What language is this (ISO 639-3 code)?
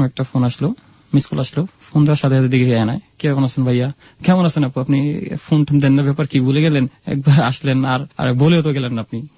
ben